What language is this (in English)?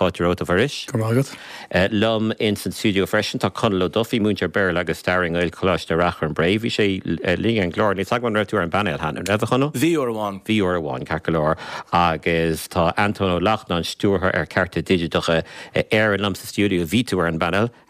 Irish